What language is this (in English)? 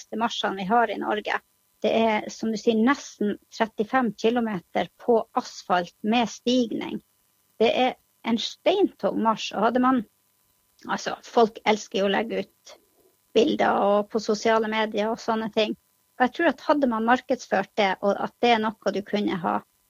Norwegian